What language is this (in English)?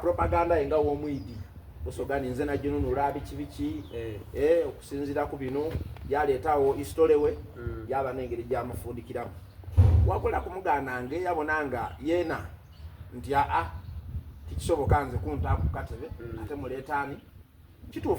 Soga